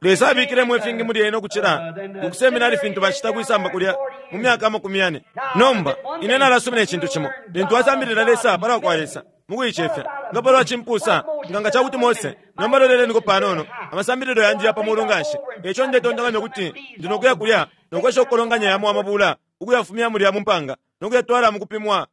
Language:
Bemba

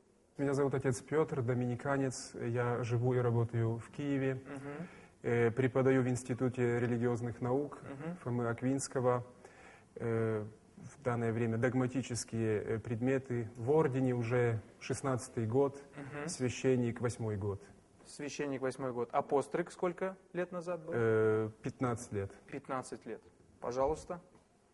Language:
Russian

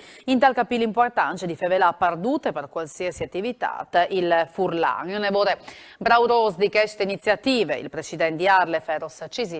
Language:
Friulian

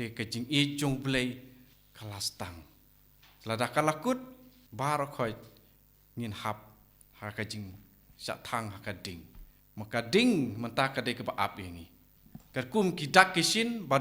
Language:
Khasi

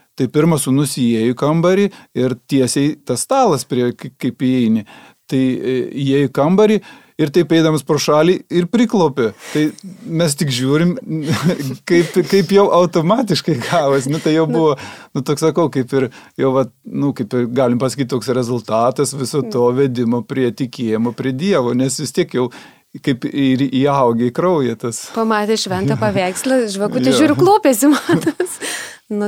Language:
Lithuanian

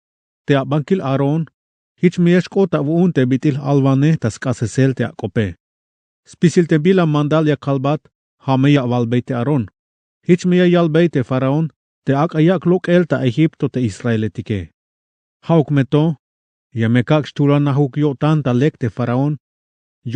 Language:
Tzeltal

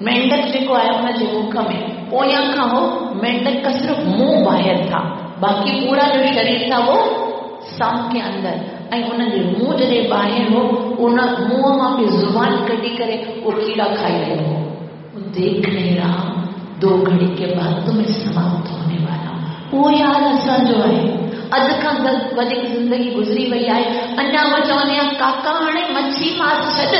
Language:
Sindhi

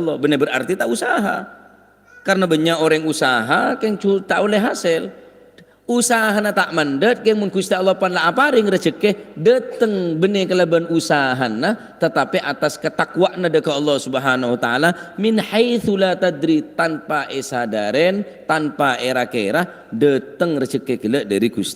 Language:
Madurese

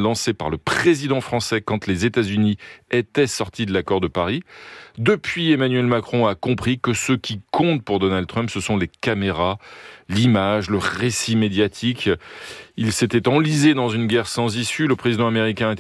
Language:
French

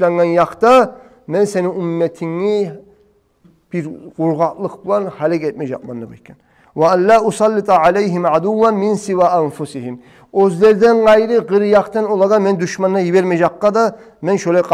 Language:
Kumyk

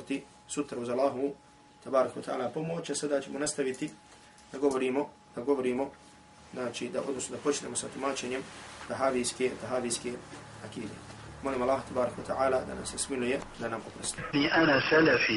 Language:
Bosnian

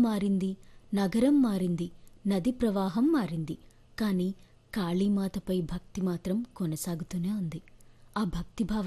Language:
Telugu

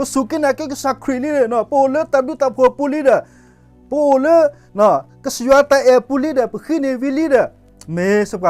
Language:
S'gaw Karen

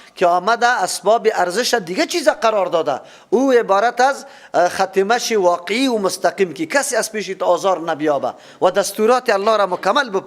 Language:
Persian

